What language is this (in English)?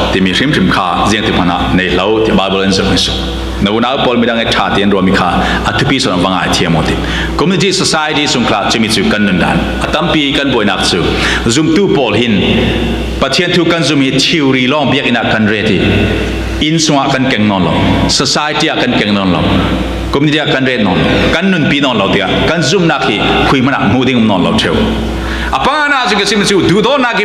Falam Chin